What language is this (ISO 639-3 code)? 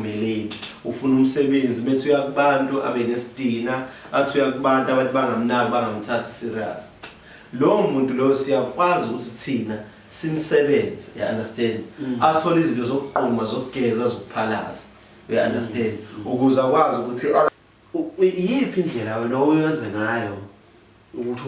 zul